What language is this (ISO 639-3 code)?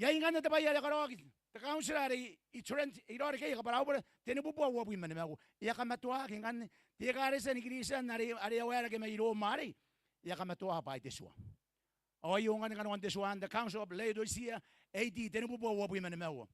gil